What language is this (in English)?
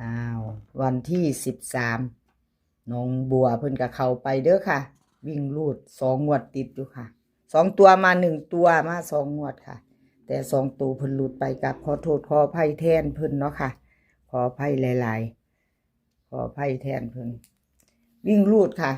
Northeastern Thai